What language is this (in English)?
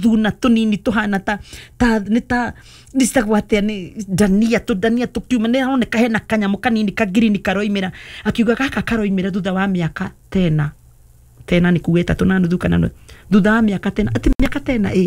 Kikuyu